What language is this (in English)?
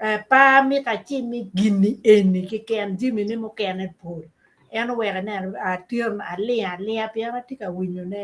Acoli